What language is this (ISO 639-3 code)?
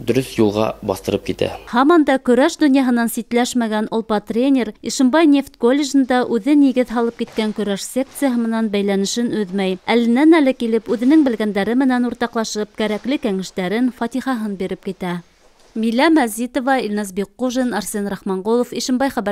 bak